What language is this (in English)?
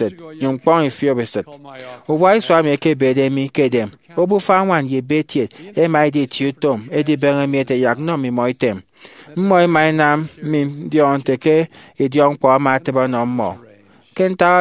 Efik